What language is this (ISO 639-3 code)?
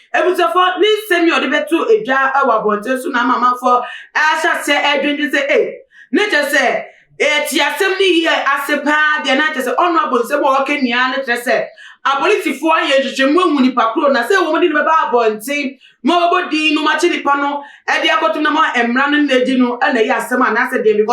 aka